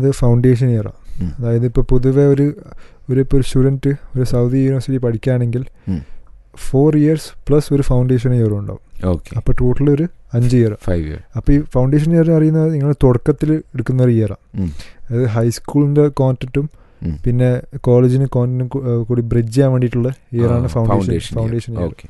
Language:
Malayalam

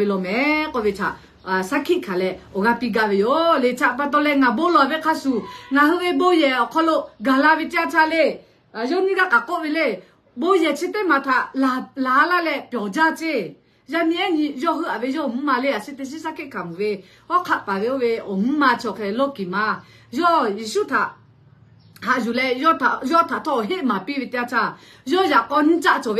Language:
Lahu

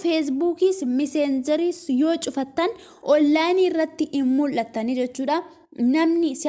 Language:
Oromo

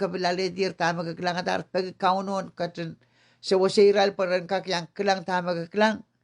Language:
Pohnpeian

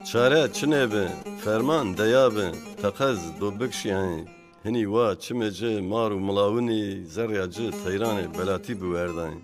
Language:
Zaza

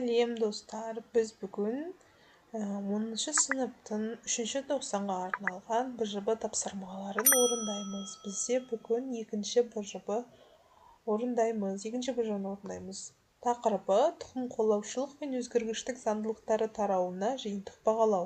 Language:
Kazakh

